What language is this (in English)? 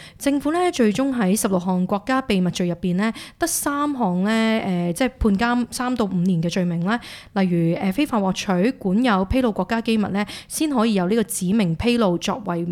Cantonese